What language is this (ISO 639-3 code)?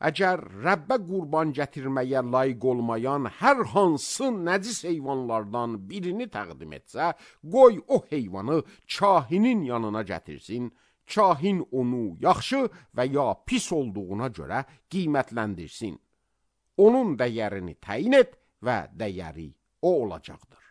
aze